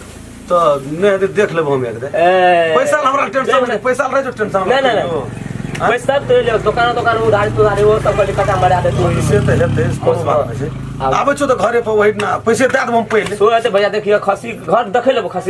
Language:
Maithili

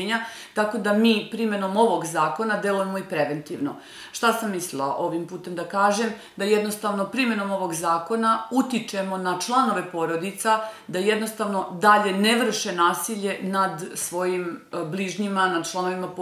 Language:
Serbian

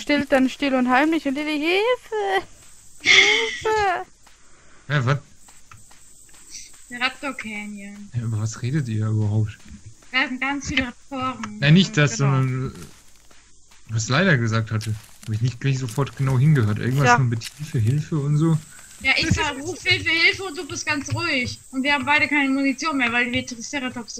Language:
German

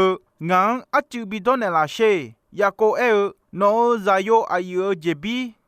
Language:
Akha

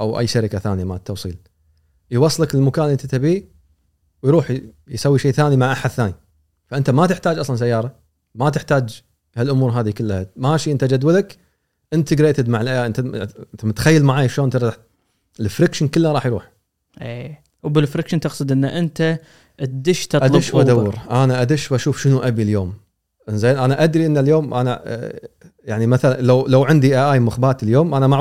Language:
Gulf Arabic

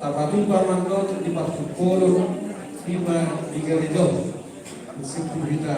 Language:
Batak Toba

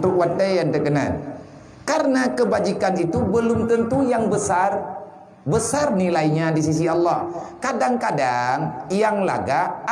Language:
Achinese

